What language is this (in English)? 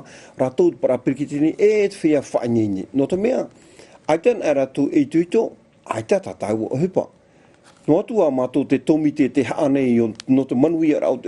Tahitian